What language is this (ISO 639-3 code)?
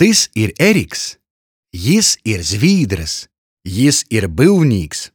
ltg